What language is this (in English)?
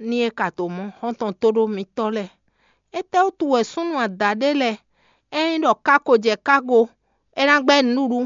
Fon